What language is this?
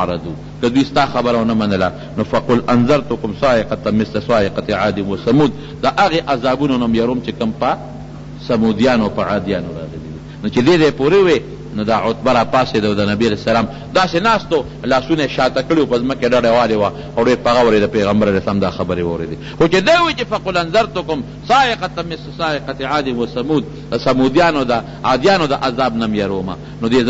Pashto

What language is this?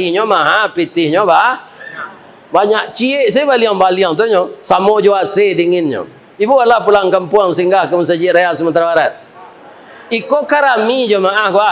Minangkabau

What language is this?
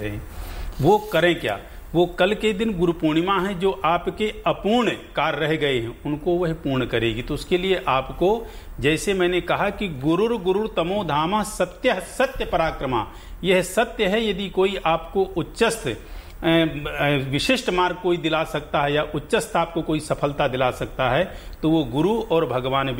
Hindi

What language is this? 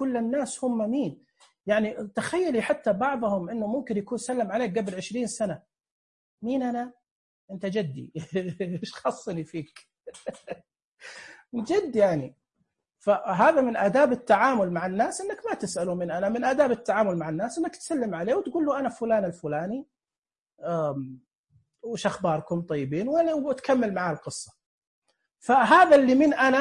Najdi Arabic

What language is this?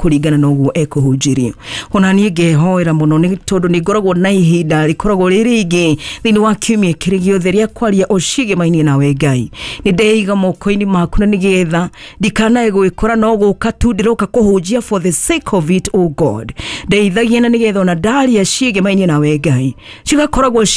Kikuyu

